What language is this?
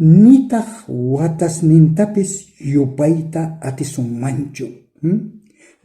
South Bolivian Quechua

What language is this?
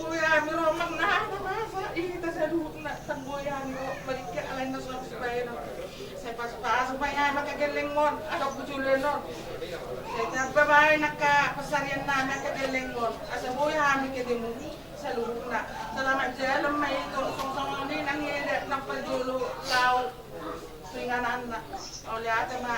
Batak Toba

